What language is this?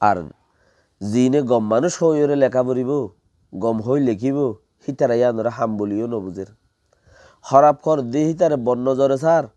Rohingya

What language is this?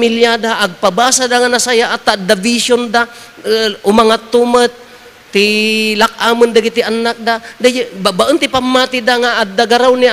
Iloko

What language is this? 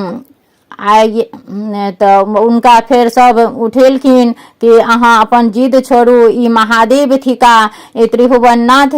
Maithili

